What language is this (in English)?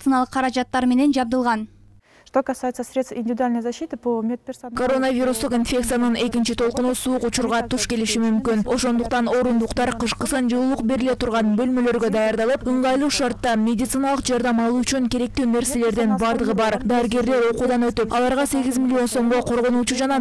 Kyrgyz